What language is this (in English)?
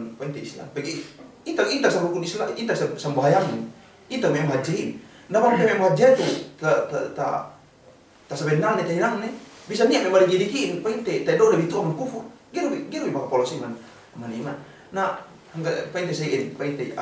Yakan